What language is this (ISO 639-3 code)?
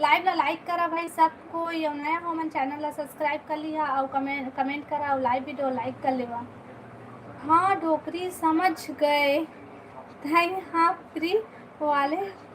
hne